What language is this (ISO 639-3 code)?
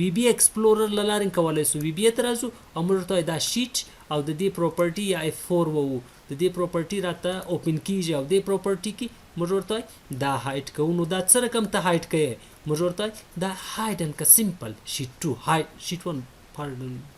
pus